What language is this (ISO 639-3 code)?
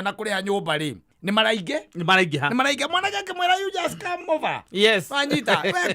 kik